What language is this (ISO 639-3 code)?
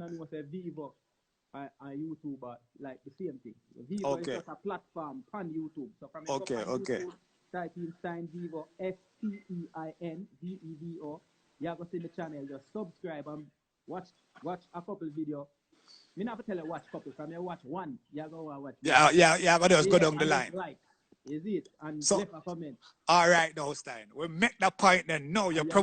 jam